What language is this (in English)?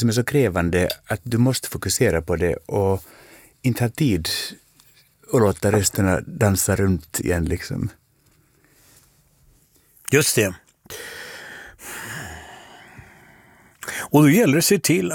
Swedish